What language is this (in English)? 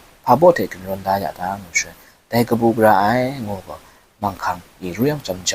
Kachin